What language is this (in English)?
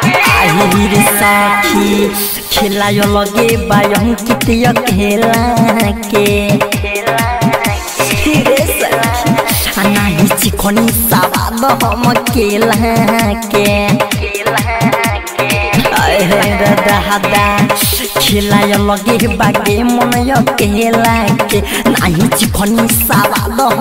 Bhojpuri